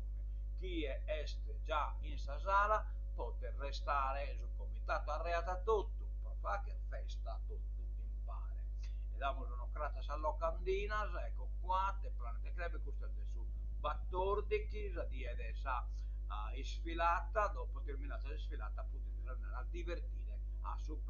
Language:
Sardinian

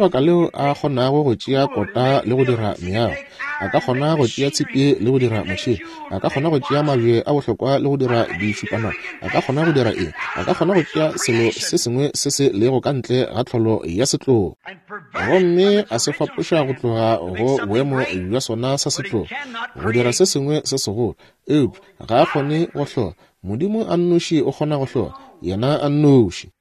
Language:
Northern Sotho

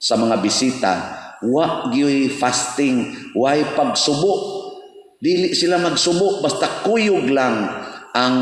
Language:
Cebuano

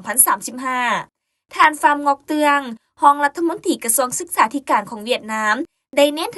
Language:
Lao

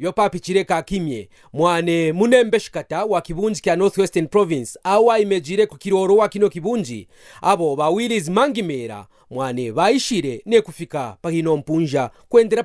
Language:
Kaonde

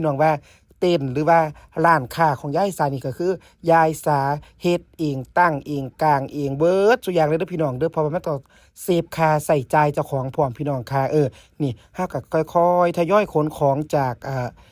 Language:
Northeastern Thai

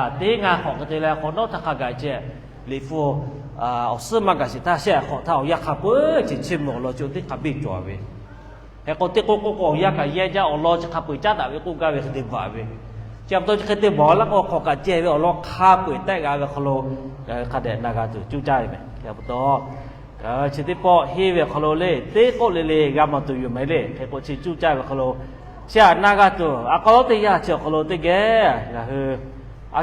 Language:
Lahu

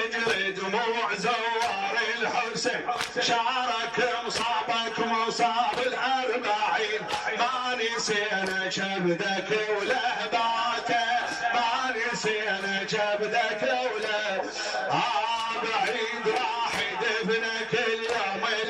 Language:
Mesopotamian Arabic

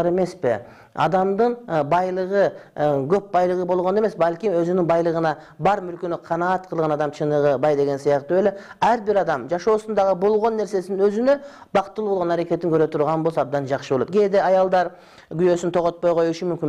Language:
Kyrgyz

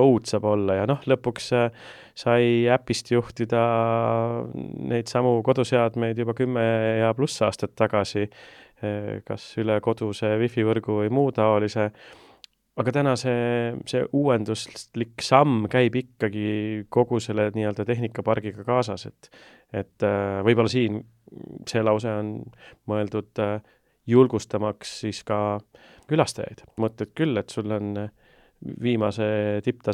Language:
Estonian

